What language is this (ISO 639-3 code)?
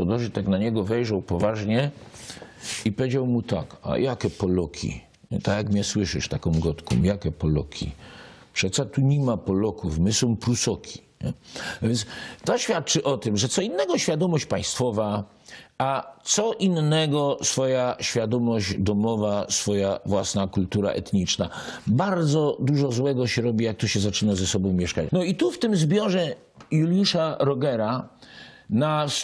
szl